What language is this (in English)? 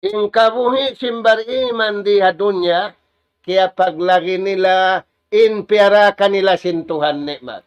Tausug